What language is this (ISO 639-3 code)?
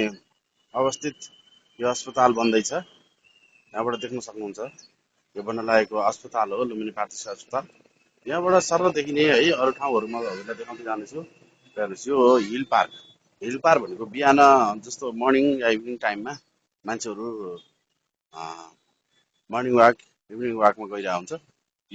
nep